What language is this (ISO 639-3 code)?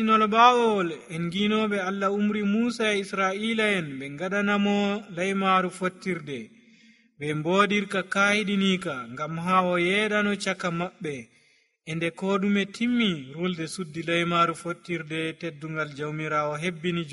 fuv